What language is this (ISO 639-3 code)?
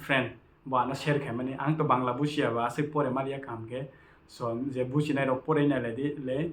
trp